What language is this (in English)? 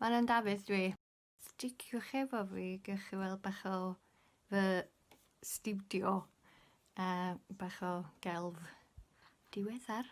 Welsh